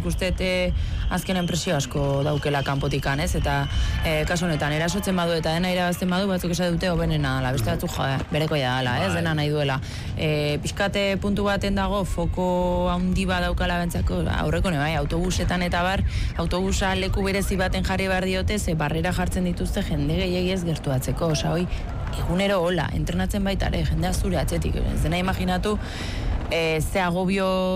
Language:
Basque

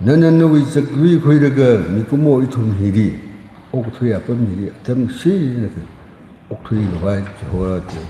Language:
Tangkhul Naga (India)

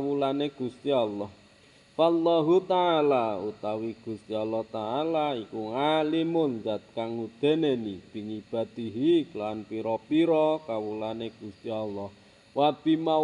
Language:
Javanese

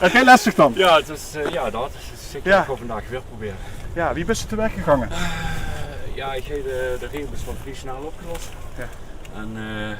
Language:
Limburgish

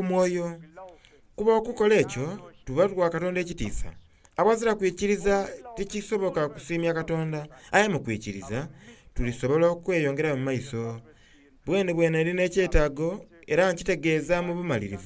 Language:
Soga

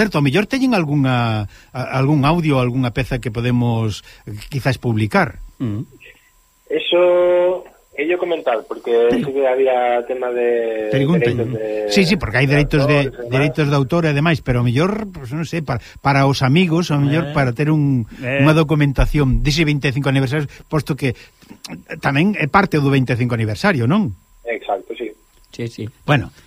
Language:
Galician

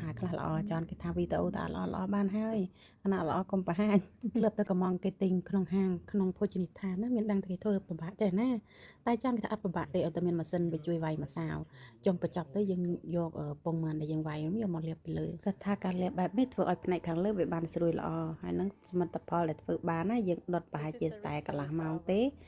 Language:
Khmer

